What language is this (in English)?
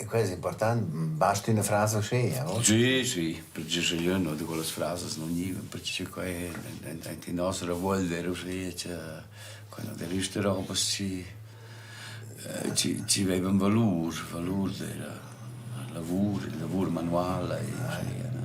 Romansh